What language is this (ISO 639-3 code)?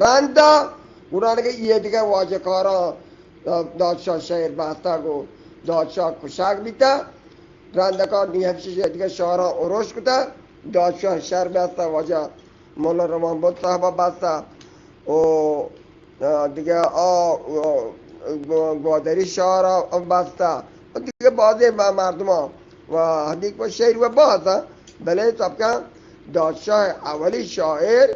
bgp